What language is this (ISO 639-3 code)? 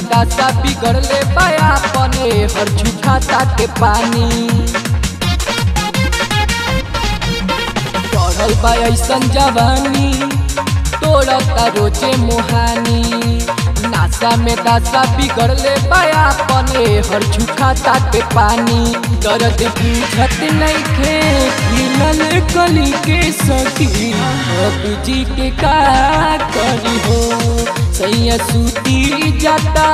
bho